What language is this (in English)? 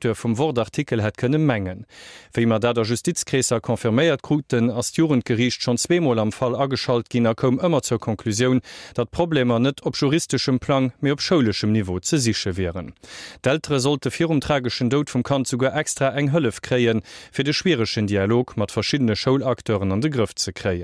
Luxembourgish